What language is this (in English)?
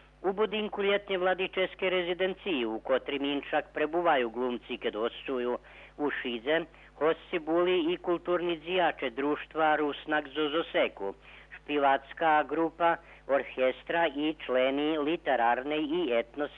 Rusyn